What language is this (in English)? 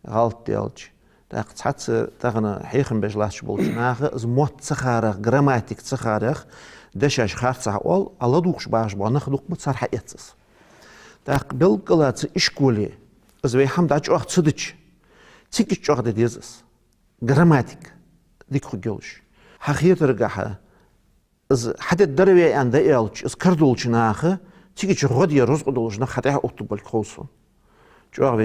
Ingush